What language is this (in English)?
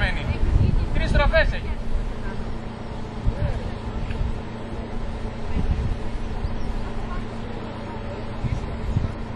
Greek